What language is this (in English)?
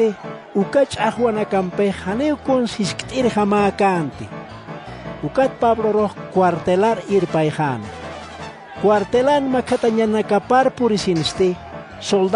Aymara